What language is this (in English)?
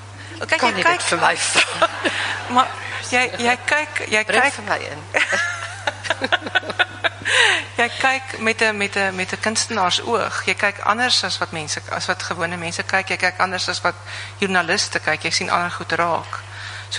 Afrikaans